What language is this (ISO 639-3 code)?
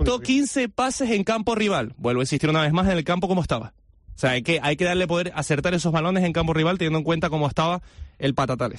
spa